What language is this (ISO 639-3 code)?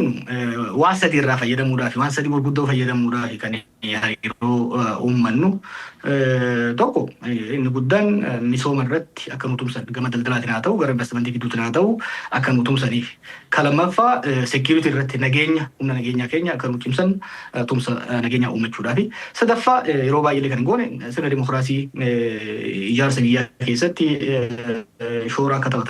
orm